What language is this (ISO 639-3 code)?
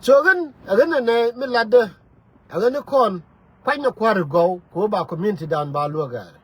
nus